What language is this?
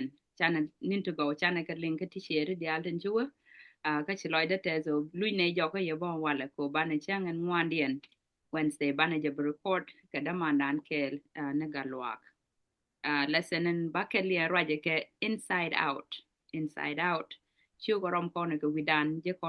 Nuer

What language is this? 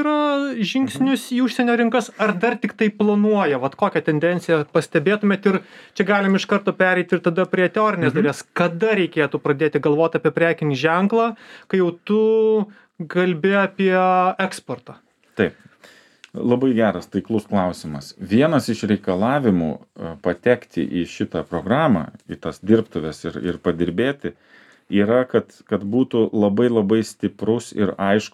Lithuanian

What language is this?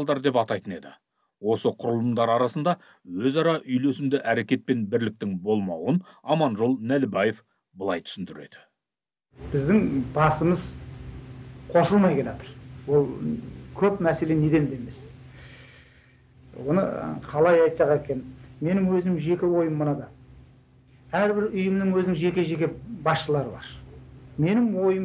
Kazakh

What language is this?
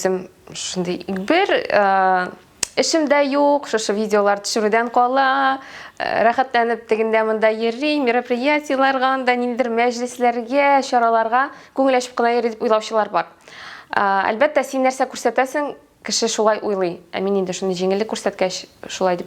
Tatar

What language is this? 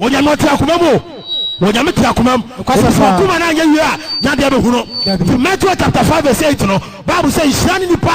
Akan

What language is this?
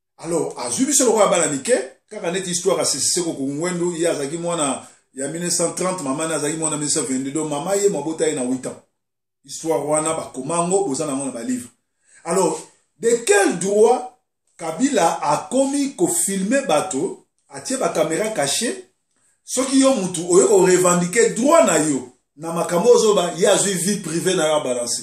Lingala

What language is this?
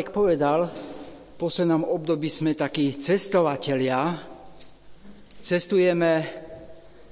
Slovak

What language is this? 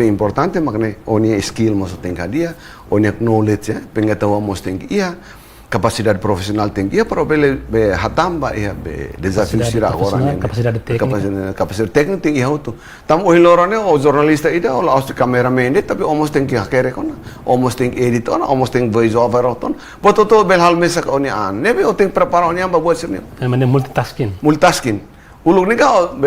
Tetum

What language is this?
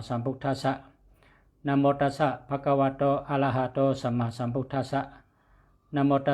Shan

